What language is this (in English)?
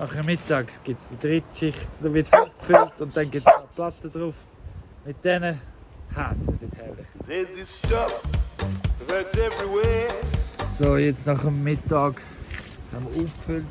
Swiss German